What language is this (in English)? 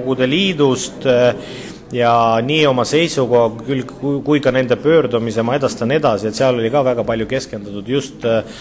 Estonian